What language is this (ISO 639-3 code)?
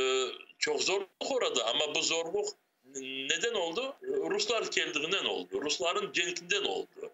crh